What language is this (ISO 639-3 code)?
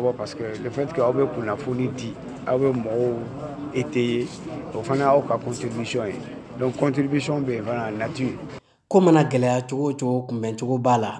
bam